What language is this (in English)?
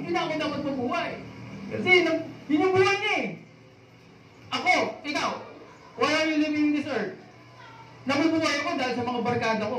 Filipino